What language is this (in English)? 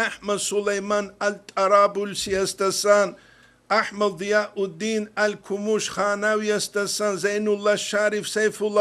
Avaric